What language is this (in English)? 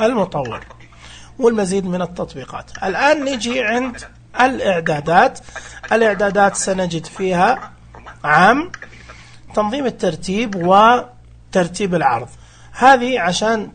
Najdi Arabic